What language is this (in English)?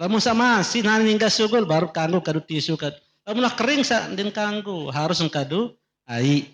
Sasak